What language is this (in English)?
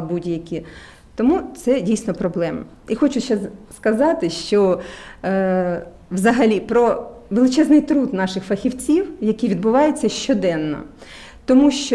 Ukrainian